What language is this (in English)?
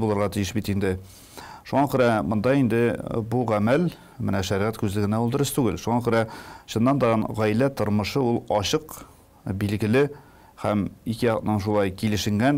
Tatar